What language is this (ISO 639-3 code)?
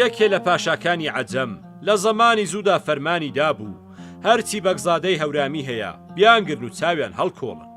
ckb